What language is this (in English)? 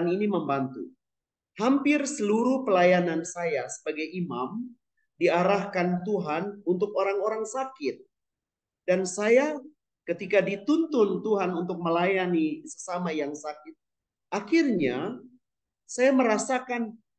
Indonesian